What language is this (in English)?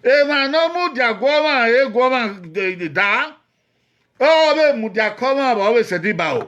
Bini